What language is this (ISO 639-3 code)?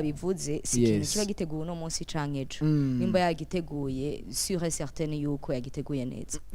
run